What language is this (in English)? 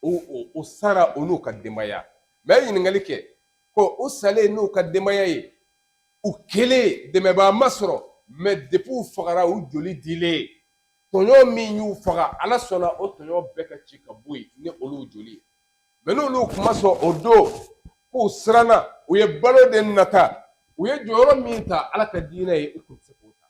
Bambara